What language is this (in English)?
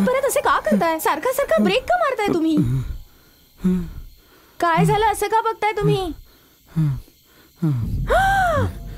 Marathi